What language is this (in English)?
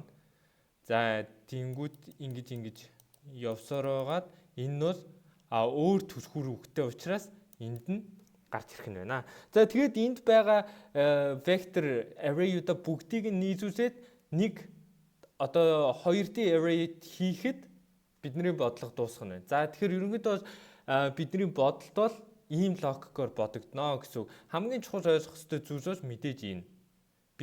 Mongolian